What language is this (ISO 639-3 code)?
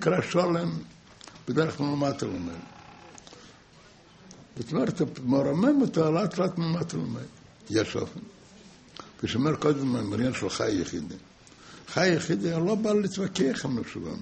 heb